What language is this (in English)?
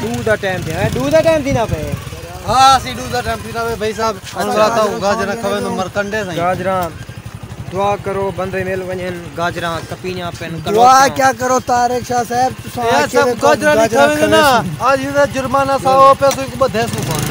Saraiki